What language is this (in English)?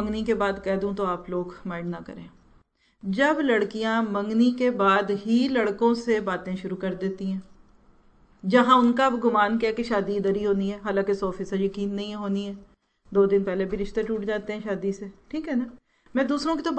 Urdu